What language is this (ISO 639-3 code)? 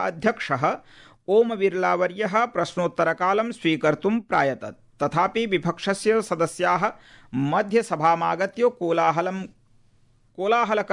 san